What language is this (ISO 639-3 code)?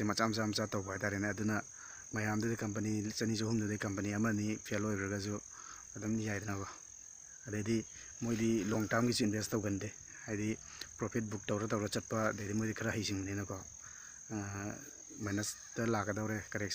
mni